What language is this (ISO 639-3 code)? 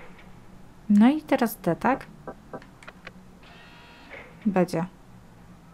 pol